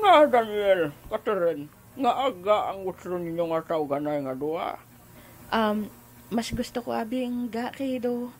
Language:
Hiligaynon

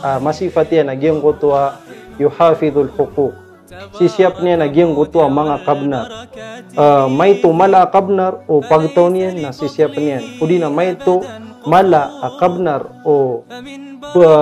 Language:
Maranao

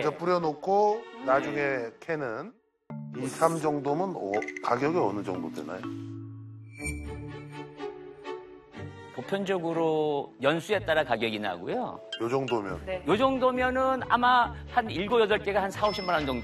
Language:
Korean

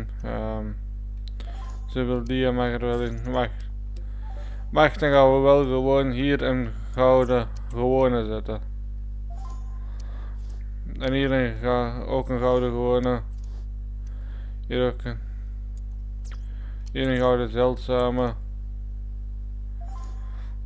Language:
Dutch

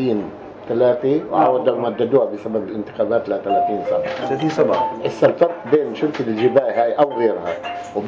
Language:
North Levantine Arabic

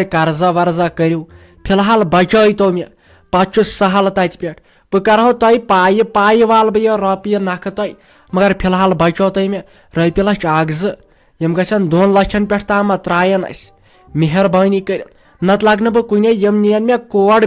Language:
Kashmiri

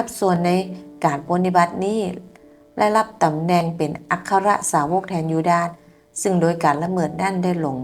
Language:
Northern Thai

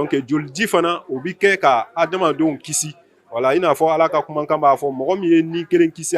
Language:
Bambara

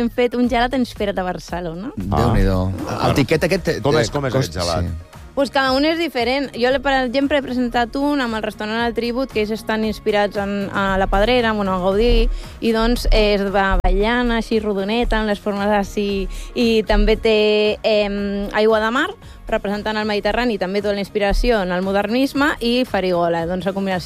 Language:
Catalan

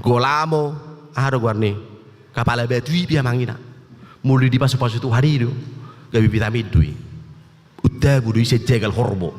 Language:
Batak Toba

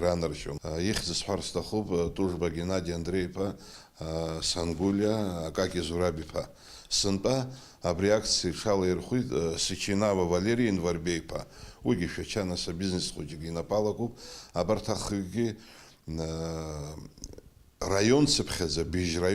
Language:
Abkhazian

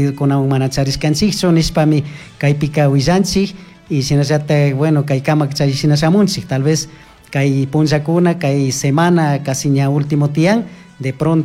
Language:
Chimborazo Highland Quichua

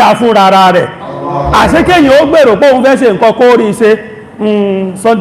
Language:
Yoruba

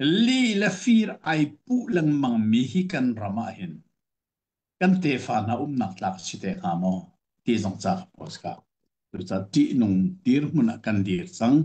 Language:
Hakha Chin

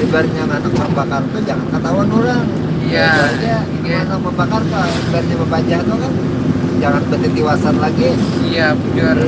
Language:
Banjar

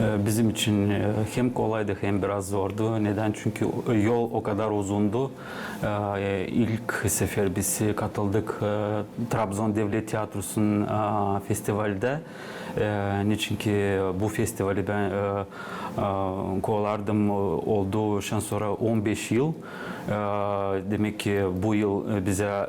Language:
Gagauz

